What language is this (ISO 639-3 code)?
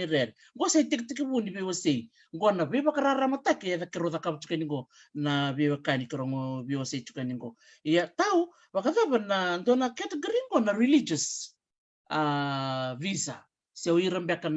fij